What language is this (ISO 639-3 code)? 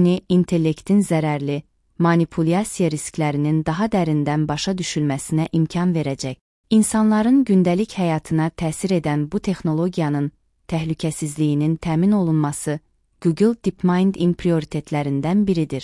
aze